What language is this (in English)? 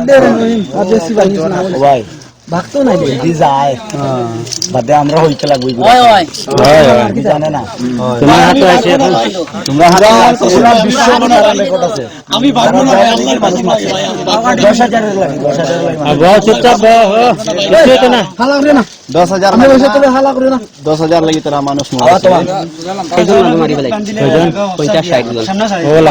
Sylheti